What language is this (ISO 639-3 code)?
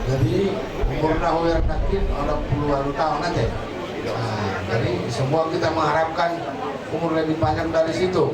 bbc